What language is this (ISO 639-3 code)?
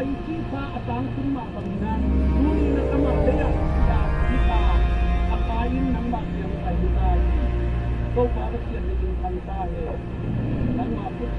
ctd